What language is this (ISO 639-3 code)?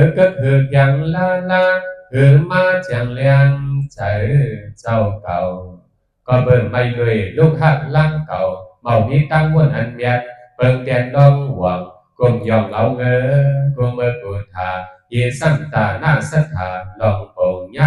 shn